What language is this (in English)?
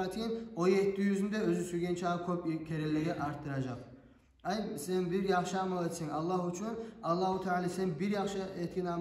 Kumyk